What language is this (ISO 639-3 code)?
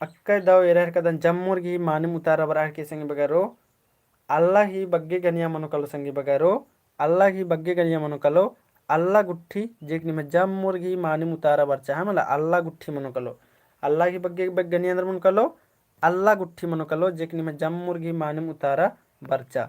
kru